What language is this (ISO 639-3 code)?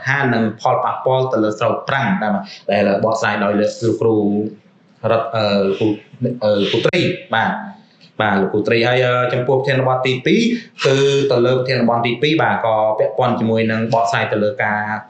khm